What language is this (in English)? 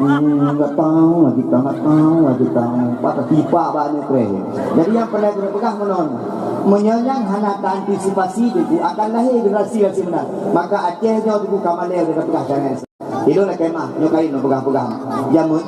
Achinese